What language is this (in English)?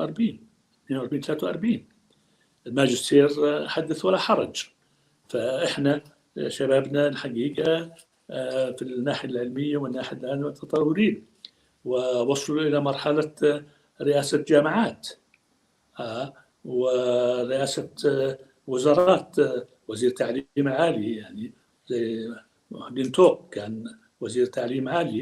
North Levantine Arabic